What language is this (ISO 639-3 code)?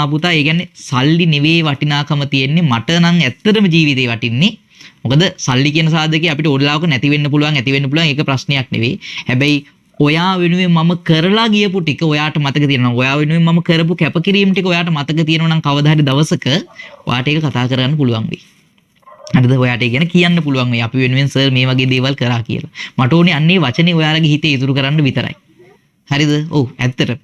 sin